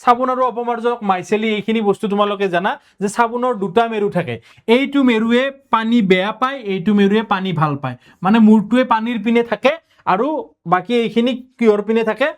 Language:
Assamese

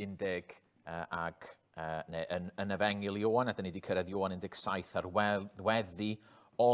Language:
Welsh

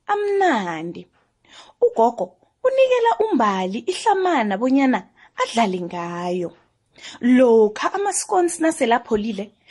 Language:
South Ndebele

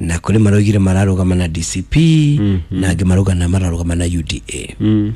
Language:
Kikuyu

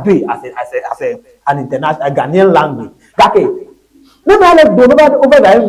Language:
Ewe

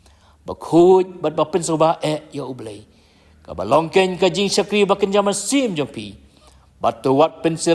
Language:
Khasi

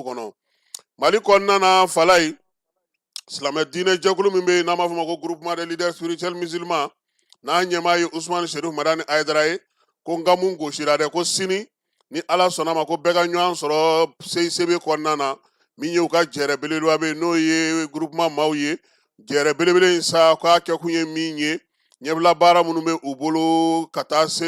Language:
Bambara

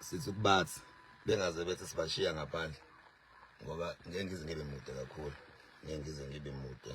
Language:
Zulu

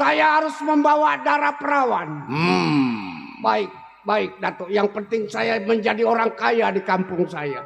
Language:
Betawi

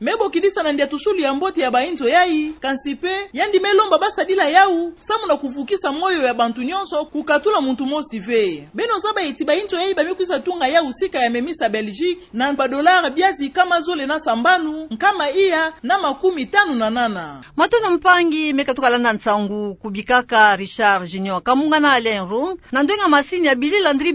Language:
Kituba (Democratic Republic of Congo)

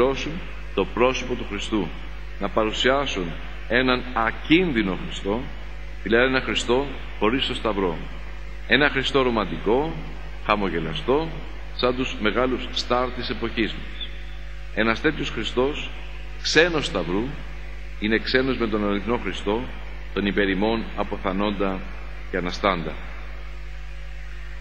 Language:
Greek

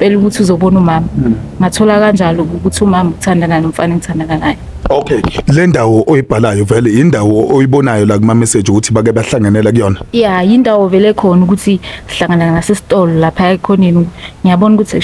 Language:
Zulu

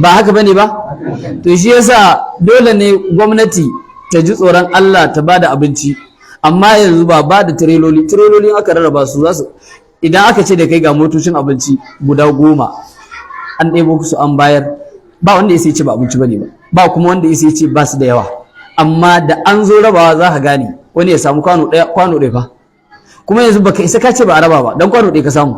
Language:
Hausa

